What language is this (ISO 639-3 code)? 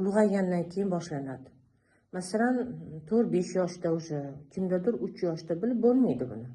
uzb